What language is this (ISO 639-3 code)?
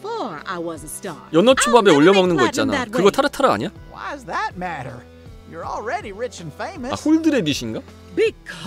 kor